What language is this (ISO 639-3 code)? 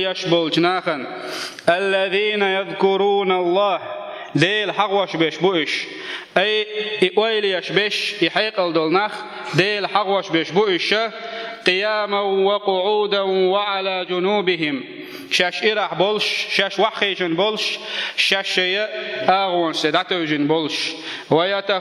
che